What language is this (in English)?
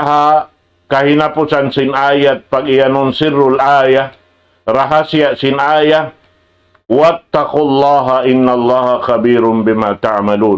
Tausug